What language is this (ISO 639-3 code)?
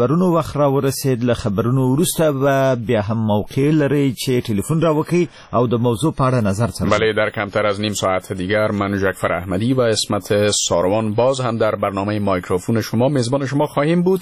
fas